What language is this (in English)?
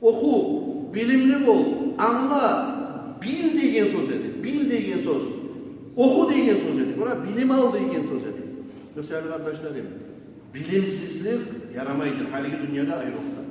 Kumyk